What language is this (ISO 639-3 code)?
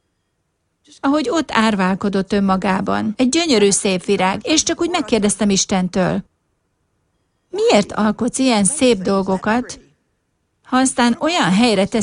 hun